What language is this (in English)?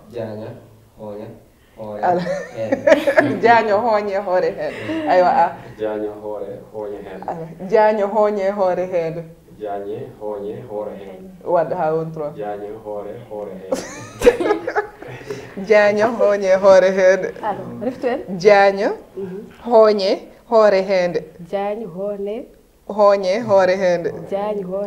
Fula